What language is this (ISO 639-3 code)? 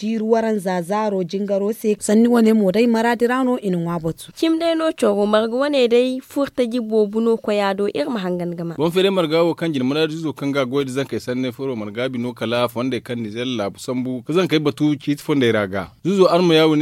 dje